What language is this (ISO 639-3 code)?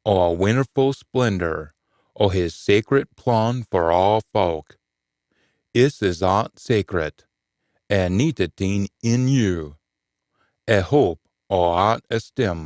sco